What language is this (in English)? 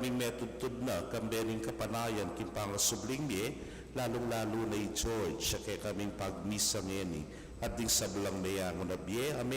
Pampanga